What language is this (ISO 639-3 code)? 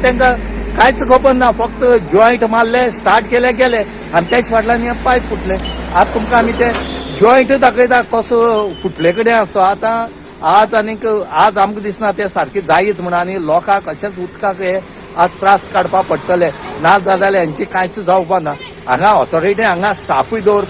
kok